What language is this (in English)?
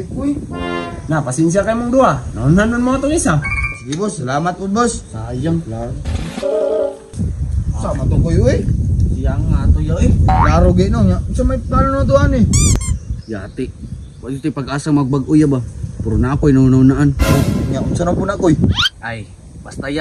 Cebuano